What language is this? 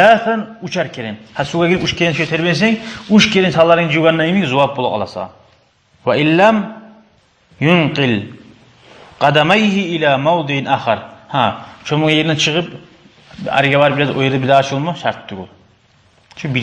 Kumyk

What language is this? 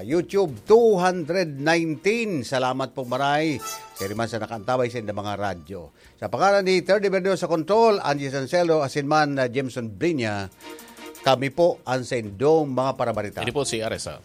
Bikol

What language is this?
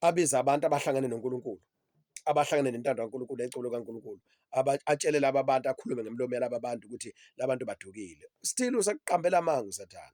Zulu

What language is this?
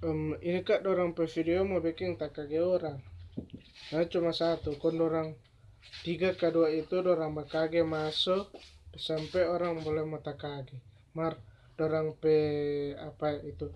Manado Malay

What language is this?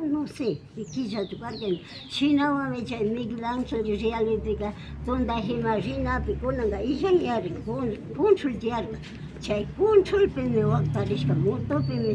Imbabura Highland Quichua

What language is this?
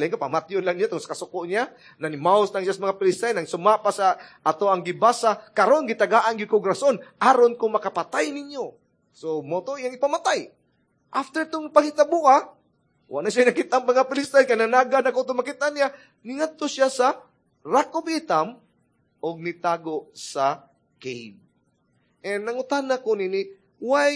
Cebuano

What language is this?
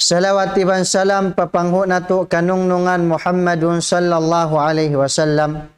Tausug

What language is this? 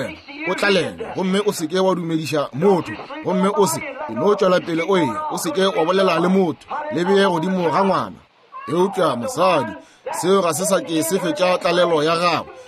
Northern Sotho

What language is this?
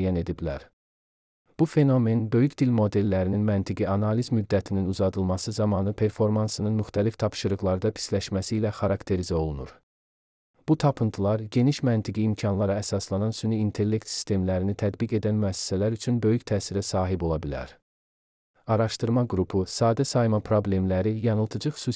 Azerbaijani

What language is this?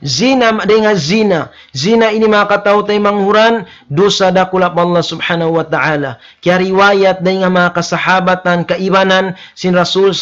Tausug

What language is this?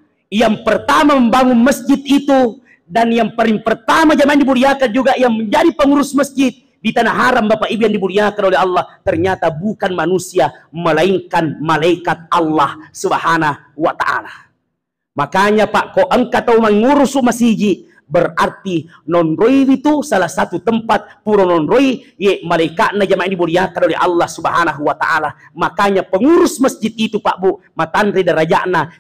Buginese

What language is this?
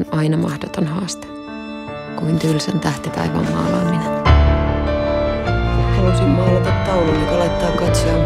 Finnish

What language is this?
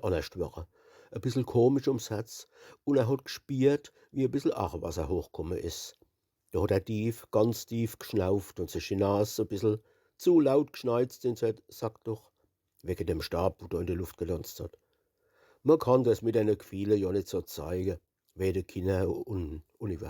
Palatine German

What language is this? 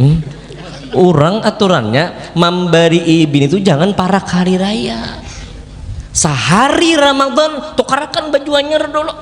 Banjar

